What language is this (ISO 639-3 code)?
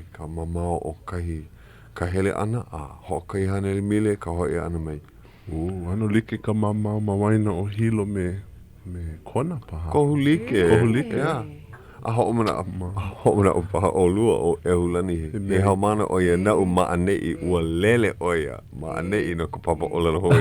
haw